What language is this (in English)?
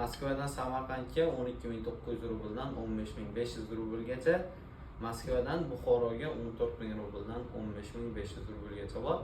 Uzbek